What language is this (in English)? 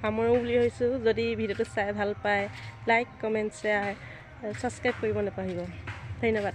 Assamese